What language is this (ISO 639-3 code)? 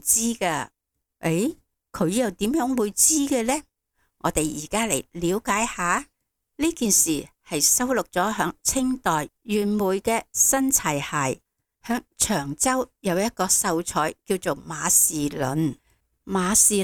yue